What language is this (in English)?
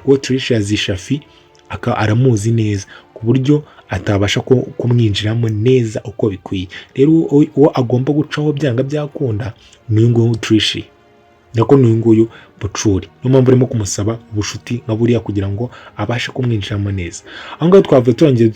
Kinyarwanda